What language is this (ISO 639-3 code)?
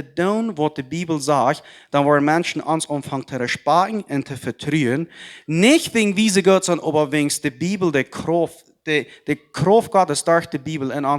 pdt